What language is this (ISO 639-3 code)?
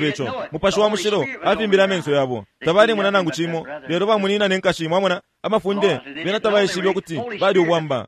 bem